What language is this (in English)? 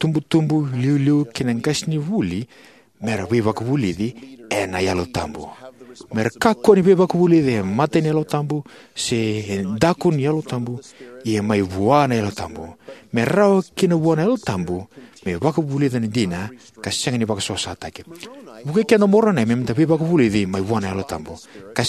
Fijian